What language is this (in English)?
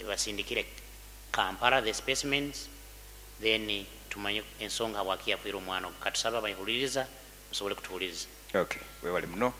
Nyoro